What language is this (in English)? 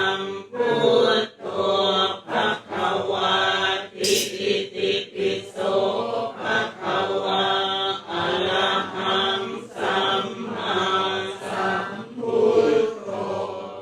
Pali